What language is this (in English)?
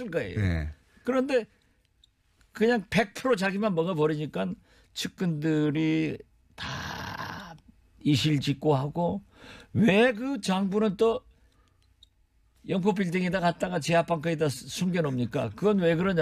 Korean